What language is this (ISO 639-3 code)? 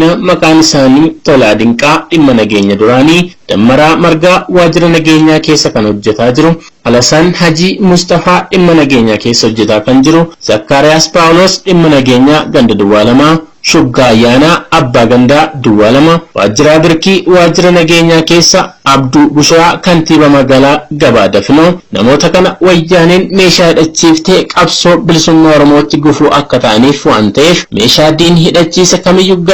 orm